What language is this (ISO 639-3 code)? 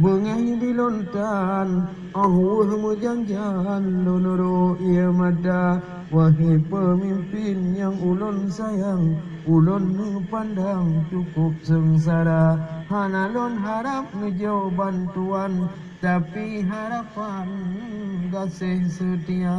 ace